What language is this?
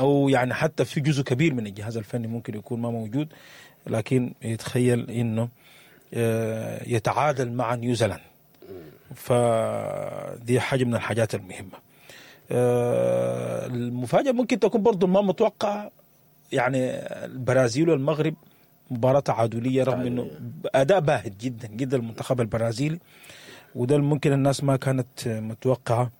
Sudanese Arabic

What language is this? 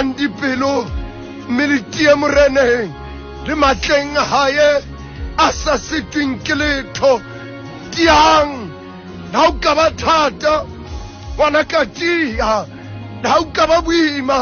Southern Sotho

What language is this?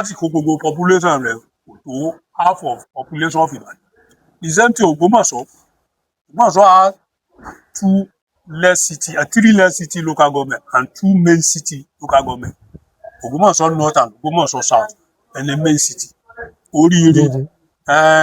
Yoruba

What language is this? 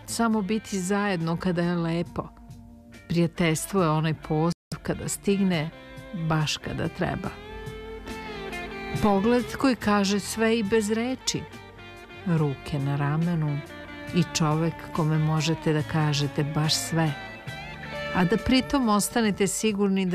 Serbian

